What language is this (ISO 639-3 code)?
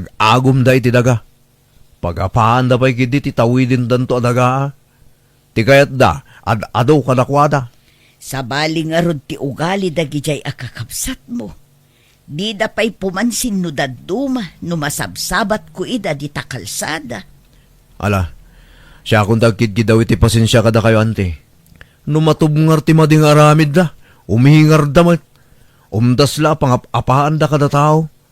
ilo